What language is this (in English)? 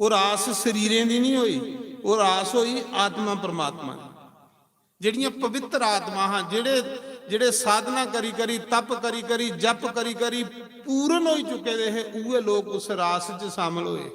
Dogri